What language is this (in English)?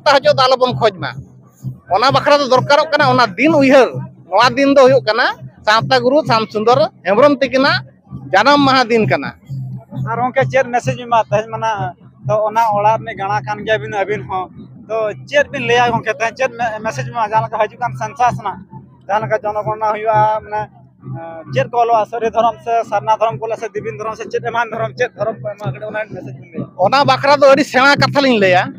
Santali